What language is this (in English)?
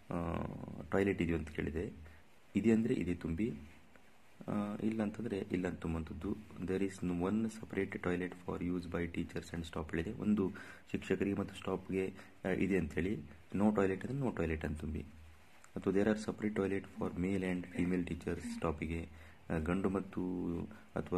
Kannada